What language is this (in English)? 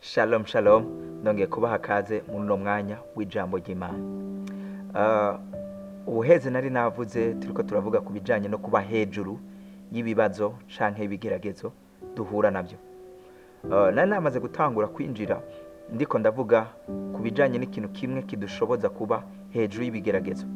Rundi